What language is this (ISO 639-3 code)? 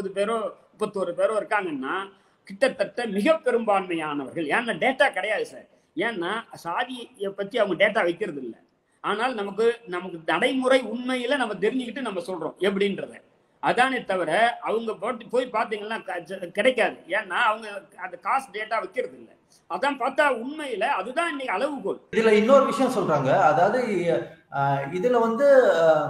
tam